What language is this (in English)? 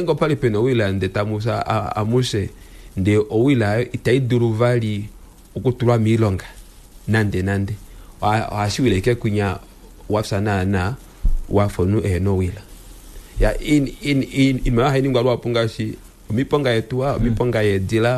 Kuanyama